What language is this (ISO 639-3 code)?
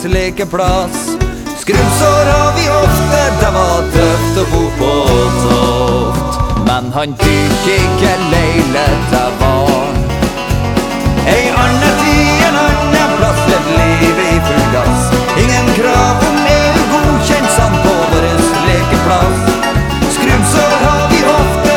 nor